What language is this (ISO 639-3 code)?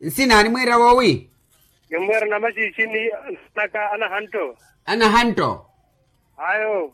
vmw